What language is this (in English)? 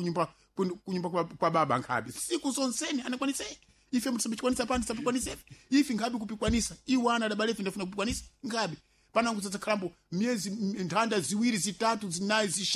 Sena